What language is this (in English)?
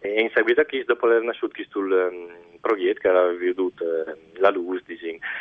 Friulian